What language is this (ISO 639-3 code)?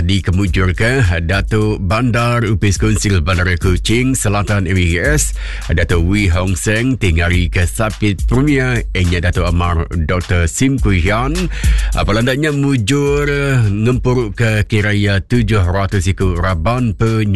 iba